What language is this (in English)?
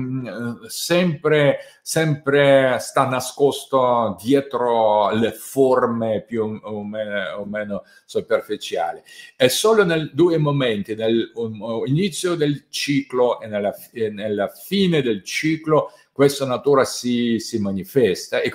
Italian